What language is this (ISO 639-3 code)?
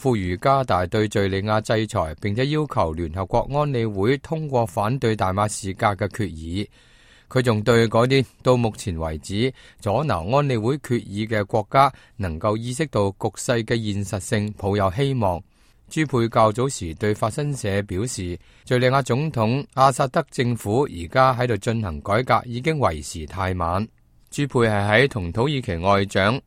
yue